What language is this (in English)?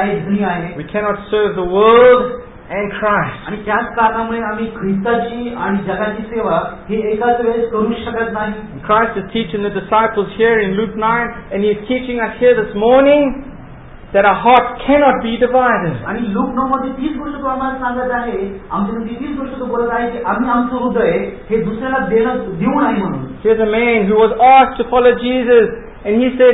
Marathi